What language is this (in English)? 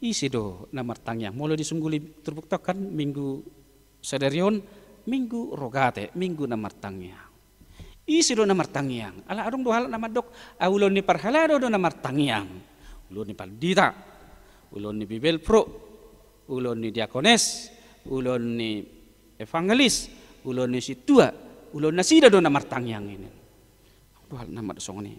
Batak Toba